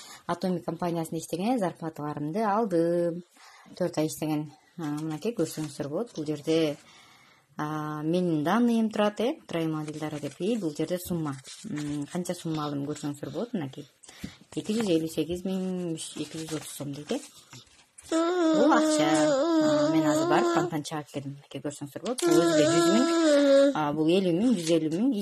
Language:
Kyrgyz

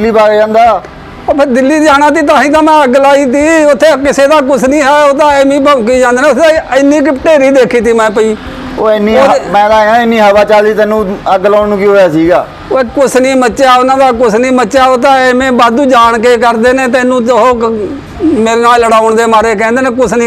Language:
Punjabi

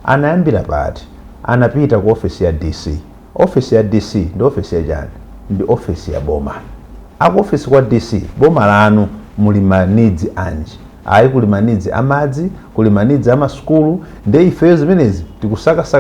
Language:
Nyanja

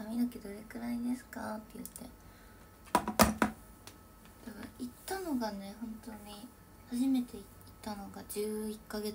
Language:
Japanese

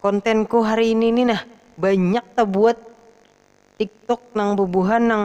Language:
Banjar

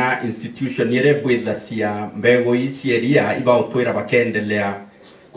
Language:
Meru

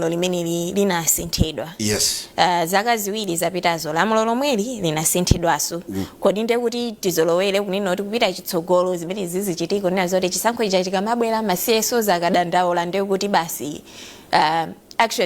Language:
Nyanja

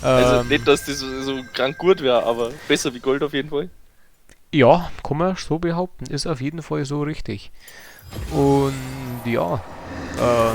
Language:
Bavarian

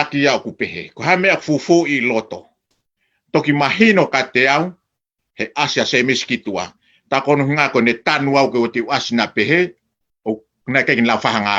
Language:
Tongan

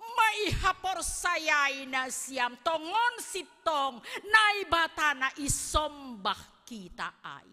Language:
Batak Simalungun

